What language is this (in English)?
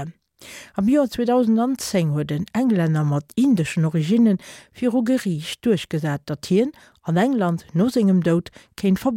Luxembourgish